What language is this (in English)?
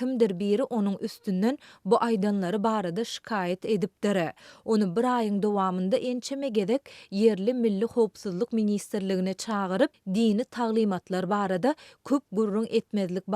Turkmen